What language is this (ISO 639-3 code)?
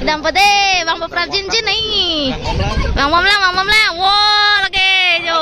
mjw